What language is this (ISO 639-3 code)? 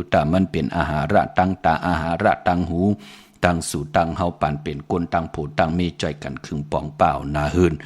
shn